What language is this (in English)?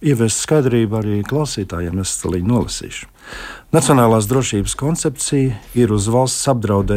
Latvian